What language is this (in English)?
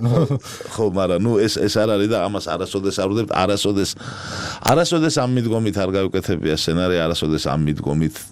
Georgian